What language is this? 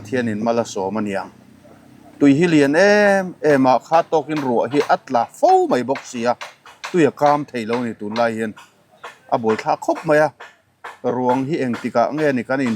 Mizo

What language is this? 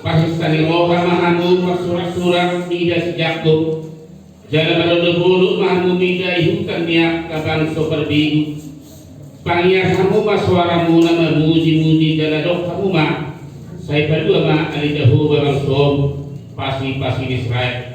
Batak Toba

